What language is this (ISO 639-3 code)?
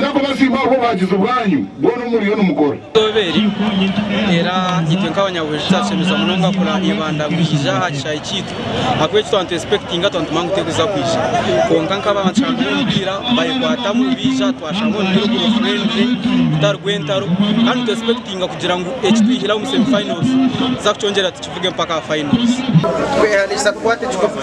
nyn